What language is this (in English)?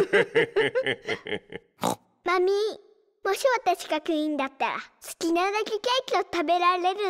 Japanese